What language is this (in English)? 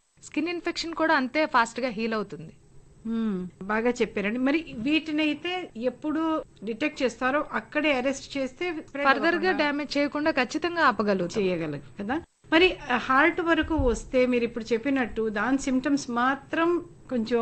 Telugu